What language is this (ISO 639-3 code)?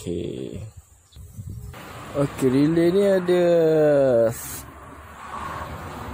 msa